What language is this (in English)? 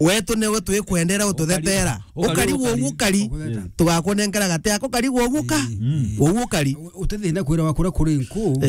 Meru